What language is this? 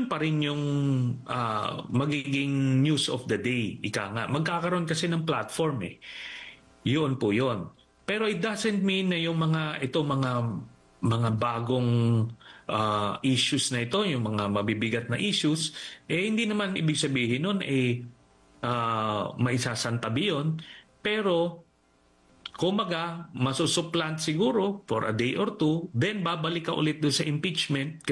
Filipino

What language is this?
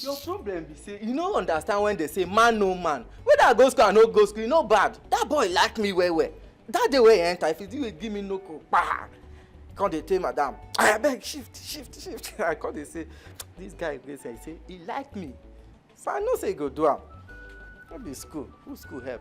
Nigerian Pidgin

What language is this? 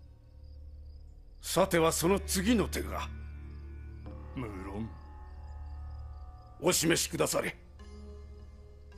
Japanese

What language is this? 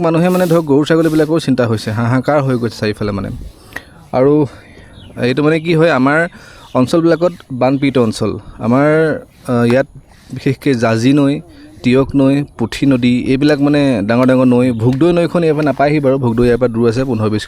Assamese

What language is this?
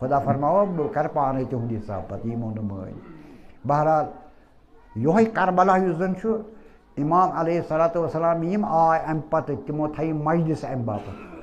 Kashmiri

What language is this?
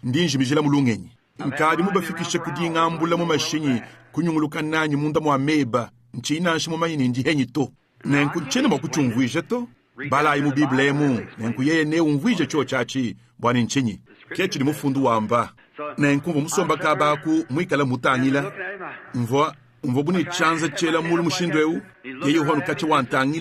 Luba-Lulua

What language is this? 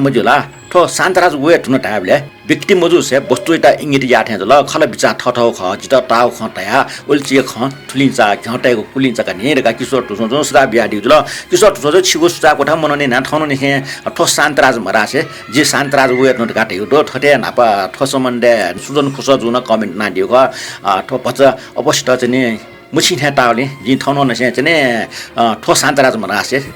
Newari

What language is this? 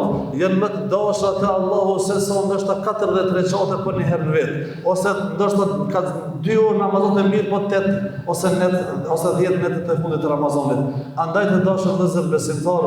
Albanian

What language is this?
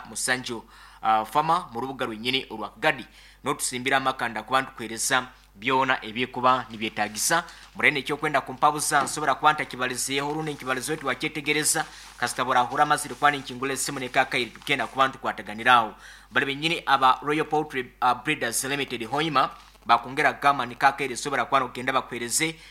Nyankole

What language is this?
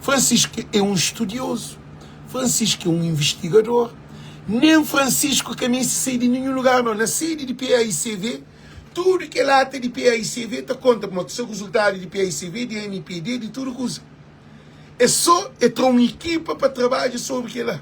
Kabuverdianu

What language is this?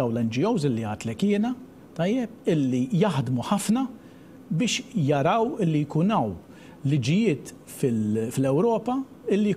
Maltese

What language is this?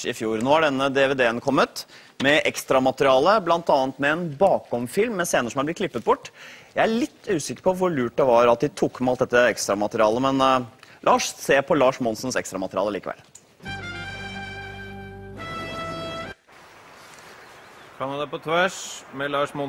Norwegian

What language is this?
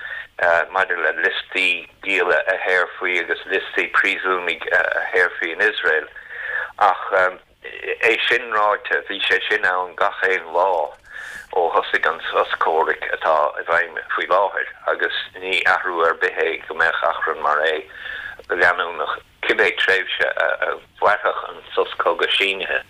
Irish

